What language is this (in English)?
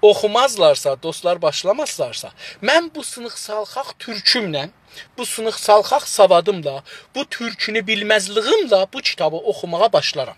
South Azerbaijani